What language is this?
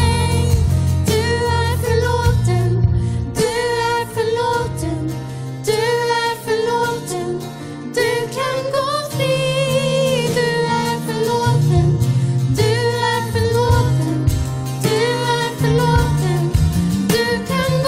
Swedish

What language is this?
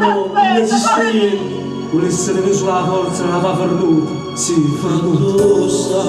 Neapolitan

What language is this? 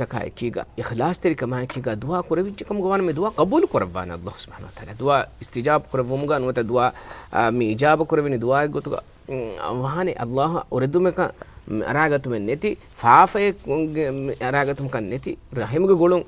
Divehi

